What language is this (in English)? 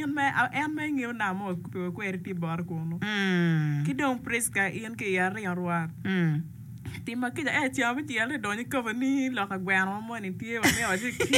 Acoli